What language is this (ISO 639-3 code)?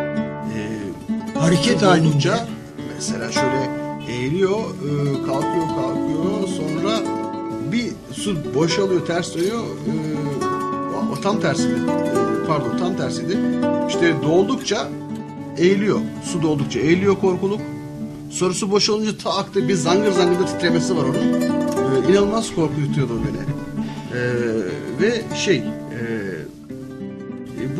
tur